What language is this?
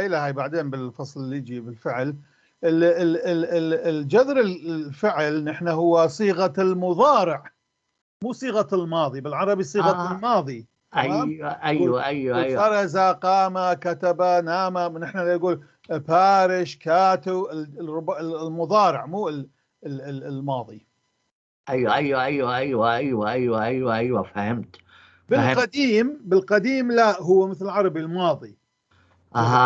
North Levantine Arabic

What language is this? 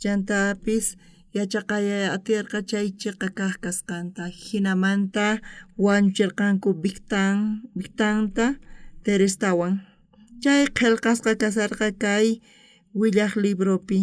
South Bolivian Quechua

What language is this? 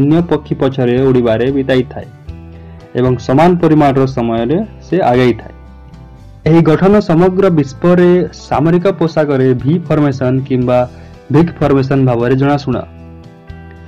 Odia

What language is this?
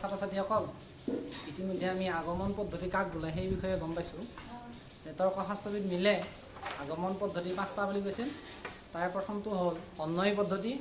Assamese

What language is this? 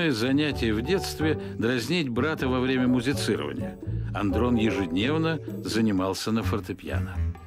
Russian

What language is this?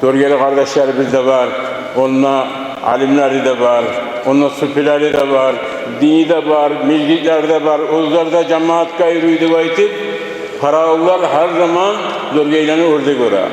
Kumyk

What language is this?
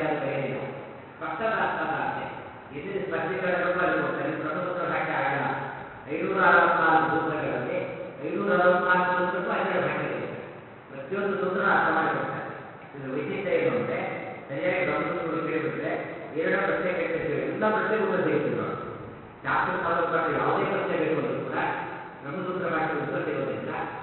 Kannada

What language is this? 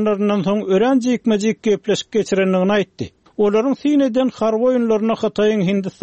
Turkmen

